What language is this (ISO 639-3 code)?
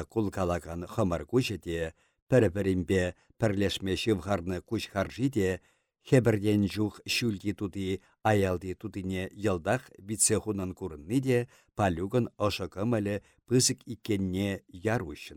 chv